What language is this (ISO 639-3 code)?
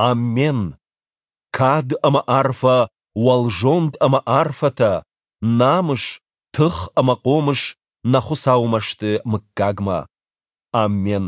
oss